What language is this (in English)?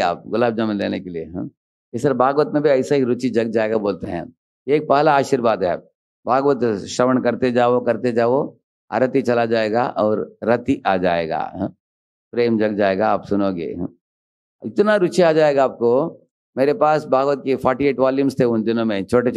Hindi